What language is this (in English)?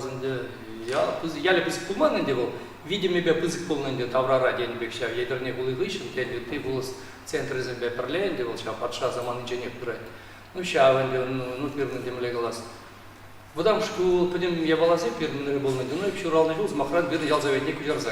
Chuvash